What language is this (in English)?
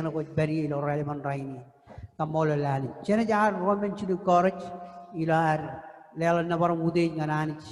Marshallese